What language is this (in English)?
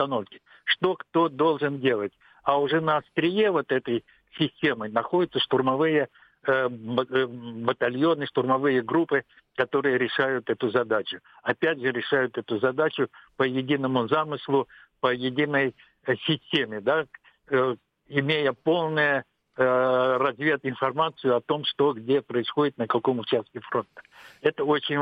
Russian